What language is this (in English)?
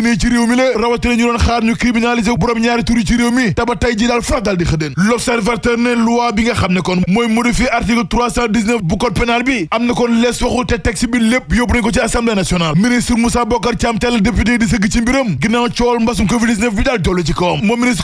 Wolof